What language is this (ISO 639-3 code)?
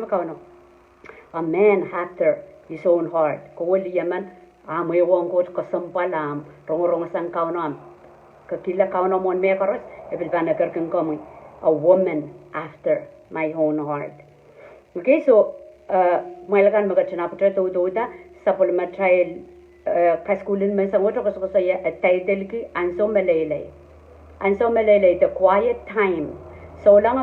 pon